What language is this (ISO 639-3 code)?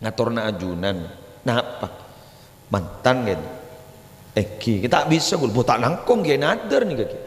mad